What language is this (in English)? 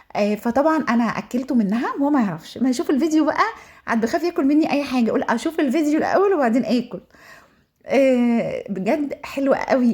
Egyptian Arabic